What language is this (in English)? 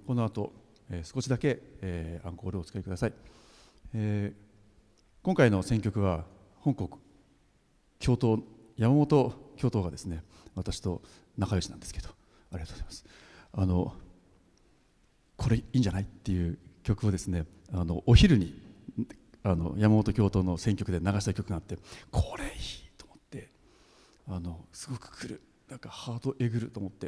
Japanese